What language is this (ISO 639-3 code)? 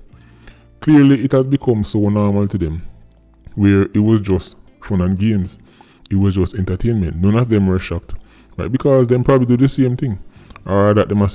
jam